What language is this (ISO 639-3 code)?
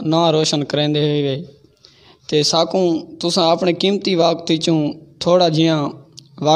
skr